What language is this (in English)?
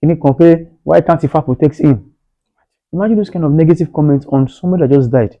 Yoruba